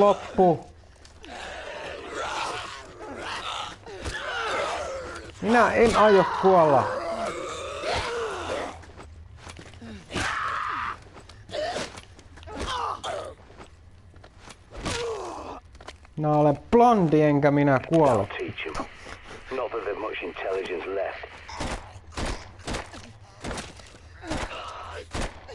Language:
Finnish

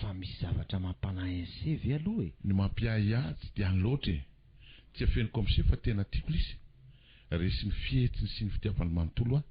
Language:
Malagasy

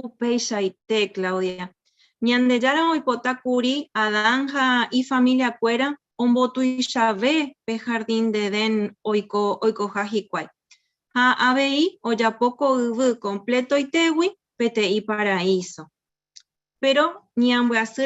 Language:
Guarani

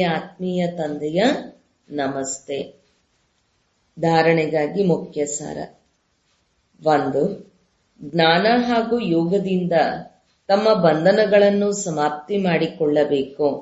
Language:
Kannada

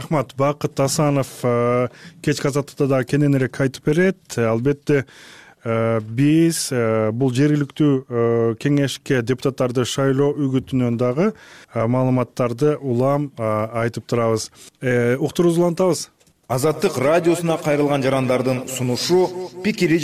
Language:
Kyrgyz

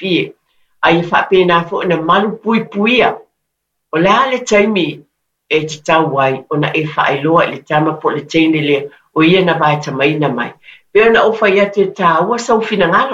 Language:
Samoan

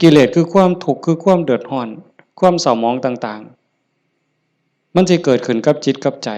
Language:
Northeastern Thai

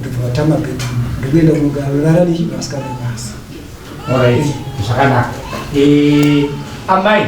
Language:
Shona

